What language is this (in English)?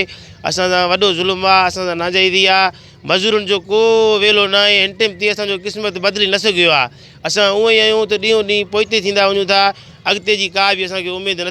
Sindhi